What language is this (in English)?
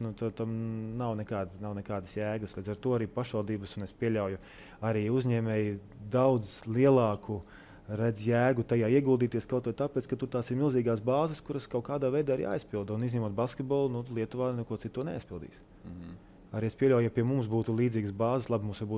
Latvian